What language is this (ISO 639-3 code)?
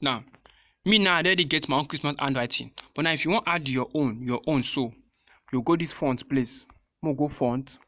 pcm